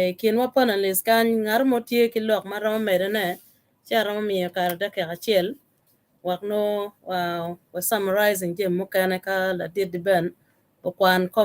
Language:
Acoli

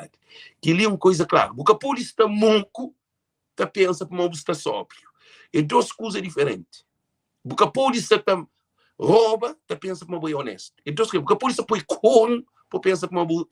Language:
Kabuverdianu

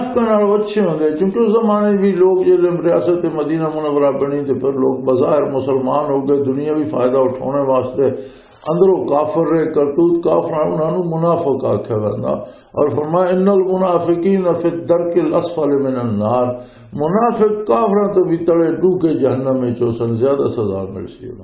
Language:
Western Panjabi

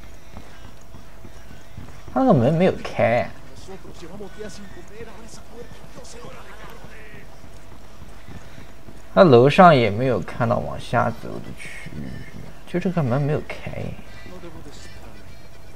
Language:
Chinese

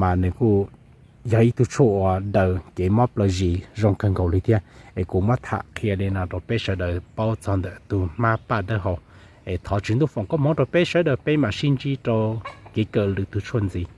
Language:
Hmong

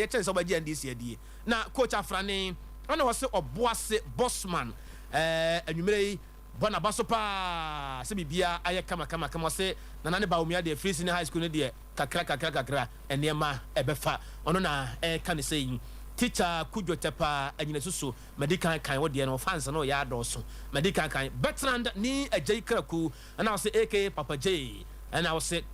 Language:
Akan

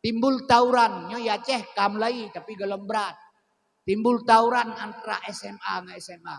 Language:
Achinese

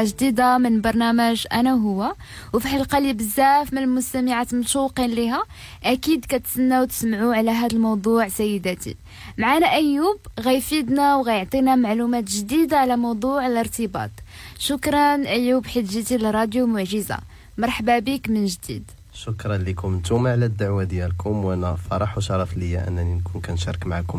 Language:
Moroccan Arabic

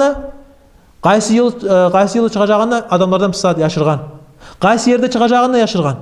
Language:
Kumyk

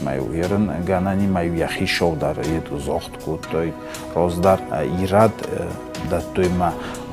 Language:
Ossetic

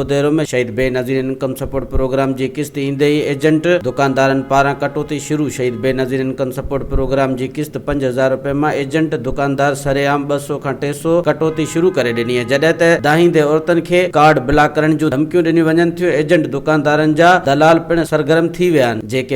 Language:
Sindhi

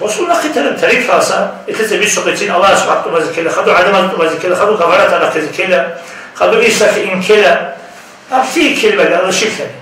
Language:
Avaric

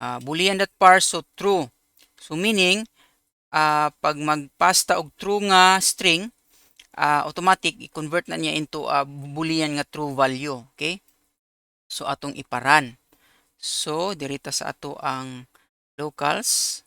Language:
Cebuano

